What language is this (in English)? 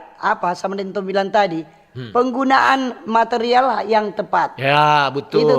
Manado Malay